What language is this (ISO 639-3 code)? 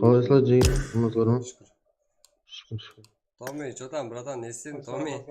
kaa